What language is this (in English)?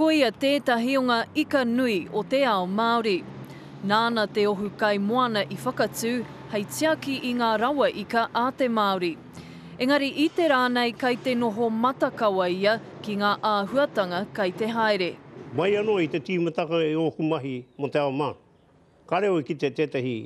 Māori